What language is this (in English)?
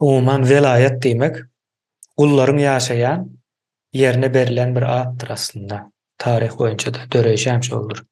Turkmen